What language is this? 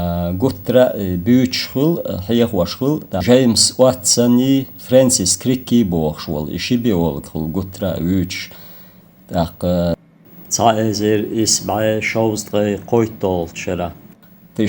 Chechen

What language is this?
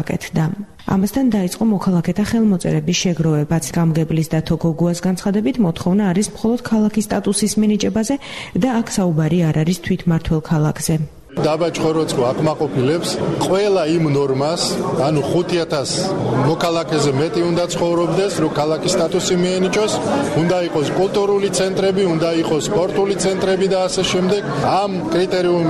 Georgian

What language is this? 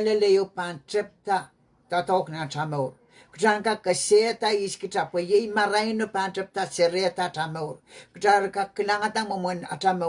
Pohnpeian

